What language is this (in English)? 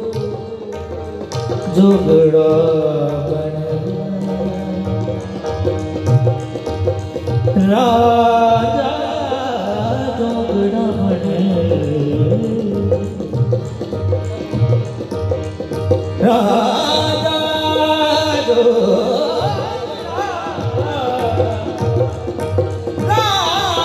Hindi